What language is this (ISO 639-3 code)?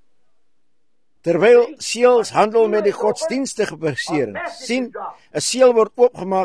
afr